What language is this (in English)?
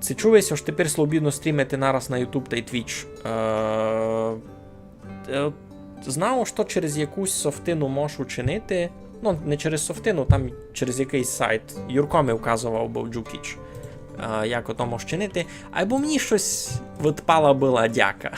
Rusyn